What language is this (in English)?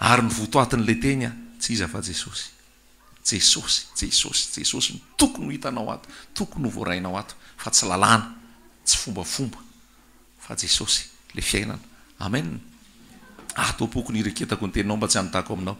Malagasy